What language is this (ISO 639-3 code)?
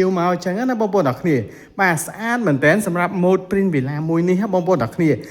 khm